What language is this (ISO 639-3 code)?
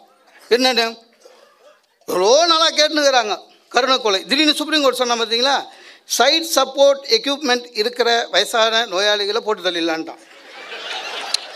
tam